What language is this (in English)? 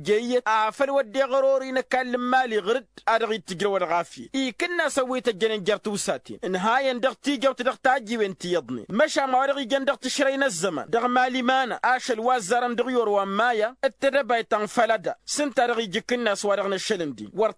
Tamasheq